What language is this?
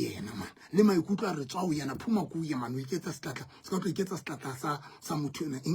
Southern Sotho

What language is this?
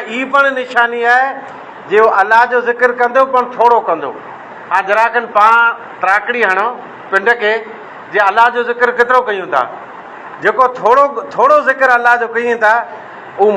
Sindhi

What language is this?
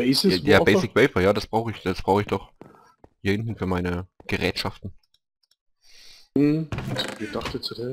German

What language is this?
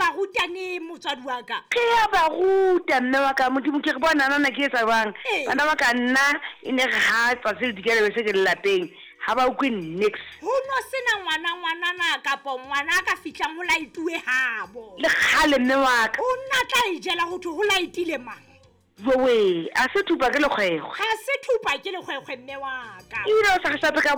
Southern Sotho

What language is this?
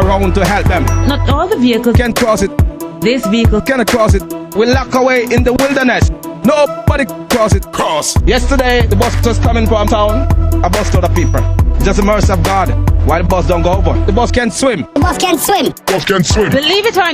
Jamaican Creole English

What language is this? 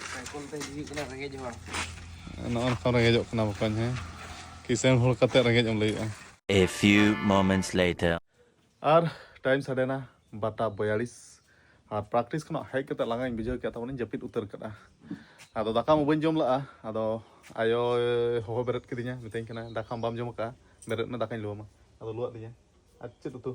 Santali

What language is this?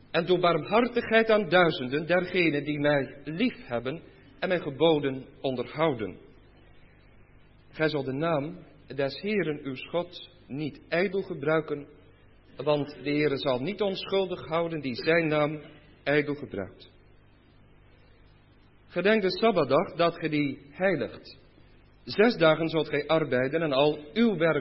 Dutch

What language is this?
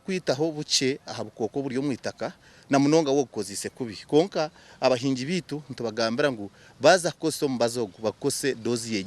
Nyankole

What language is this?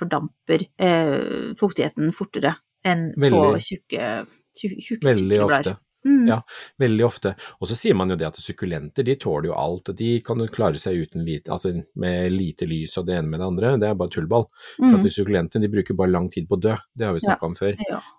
Norwegian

